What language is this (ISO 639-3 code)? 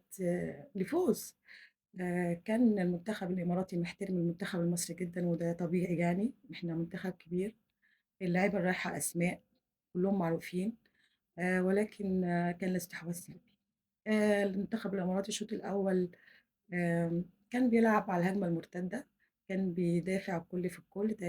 arz